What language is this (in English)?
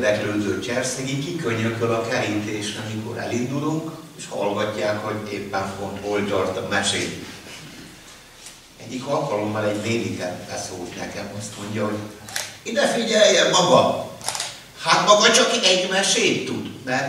Hungarian